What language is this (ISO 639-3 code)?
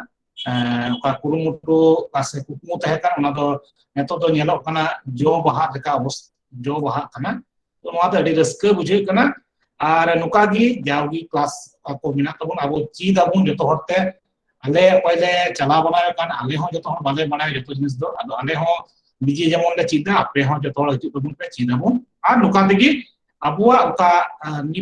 sat